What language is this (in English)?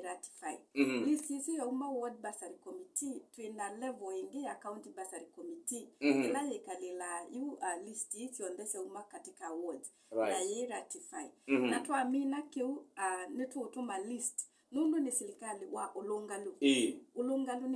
Kamba